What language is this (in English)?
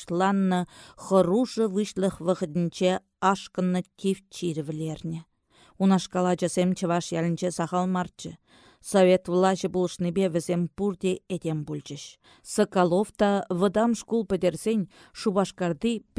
Chuvash